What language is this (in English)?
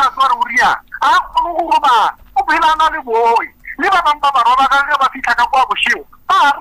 Northern Sotho